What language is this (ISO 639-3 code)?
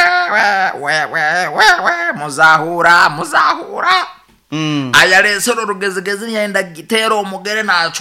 nyo